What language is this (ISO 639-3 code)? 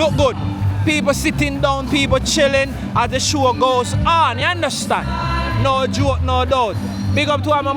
jam